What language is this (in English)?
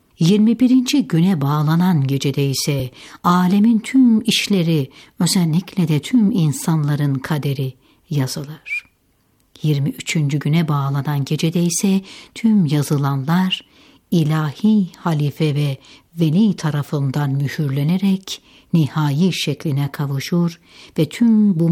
Turkish